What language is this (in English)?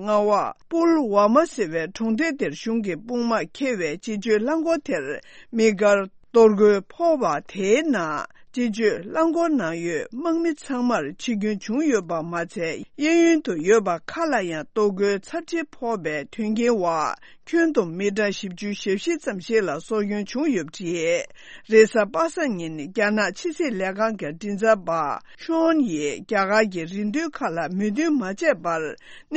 Tibetan